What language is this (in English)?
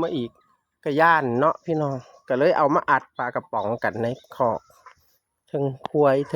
Northeastern Thai